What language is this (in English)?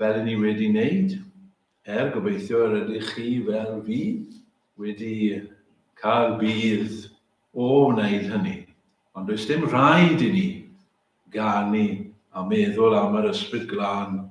Welsh